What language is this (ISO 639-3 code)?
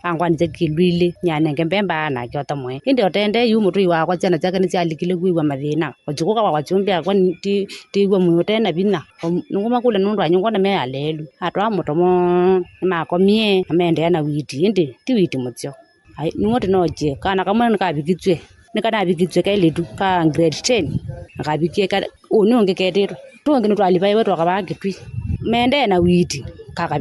kam